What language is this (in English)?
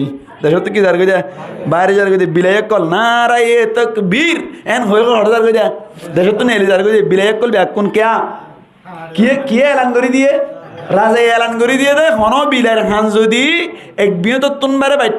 Rohingya